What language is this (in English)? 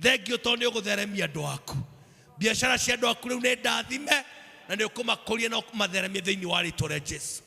Kikuyu